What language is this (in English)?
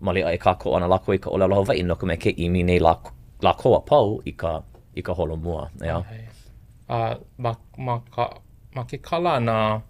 Hawaiian